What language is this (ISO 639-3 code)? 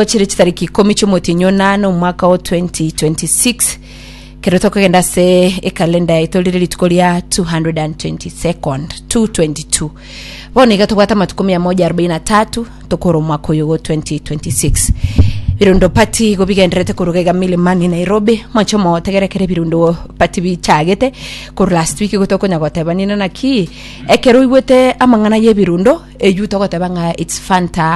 guz